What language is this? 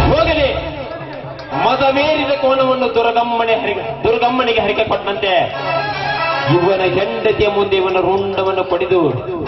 Kannada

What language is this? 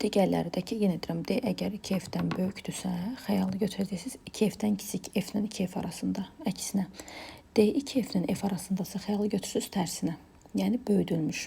Azerbaijani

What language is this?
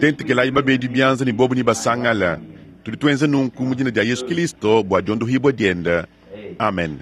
Luba-Lulua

